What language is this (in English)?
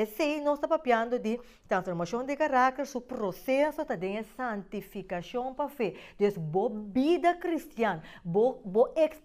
Papiamento